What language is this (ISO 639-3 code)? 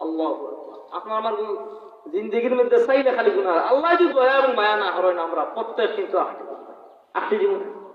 syl